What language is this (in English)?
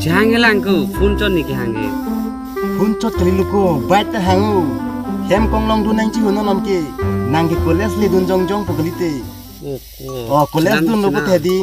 Karbi